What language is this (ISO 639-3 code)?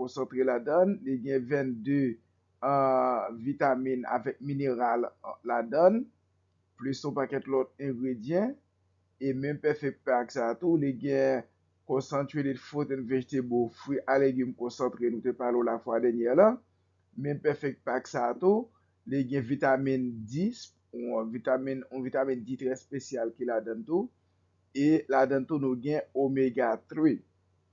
hat